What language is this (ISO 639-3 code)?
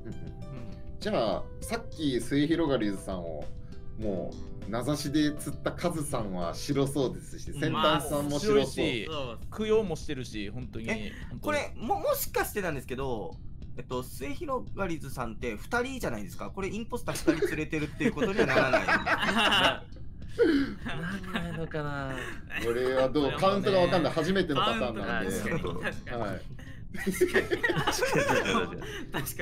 jpn